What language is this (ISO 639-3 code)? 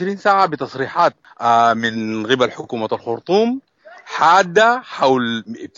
apd